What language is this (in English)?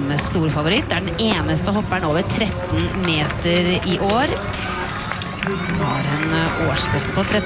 Norwegian